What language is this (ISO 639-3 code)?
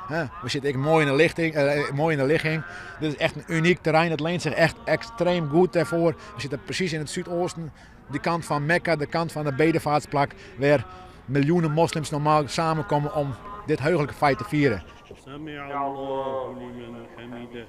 fry